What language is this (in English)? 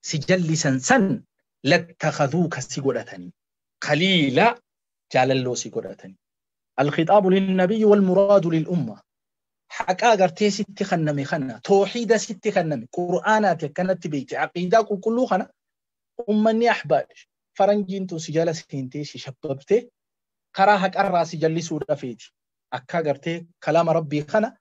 Oromo